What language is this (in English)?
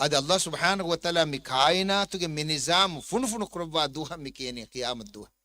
Divehi